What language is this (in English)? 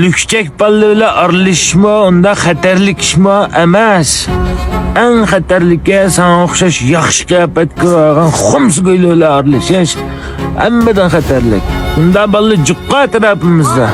Uyghur